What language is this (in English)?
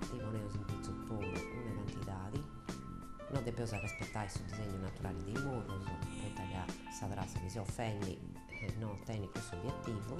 Sardinian